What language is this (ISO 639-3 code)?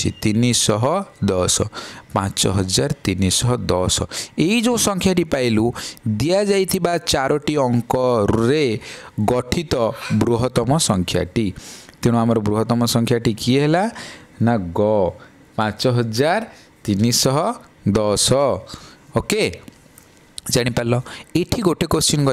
ori